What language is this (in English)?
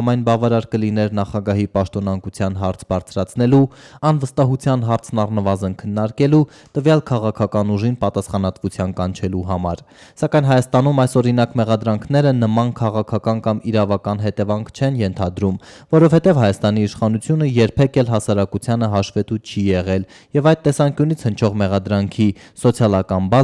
Armenian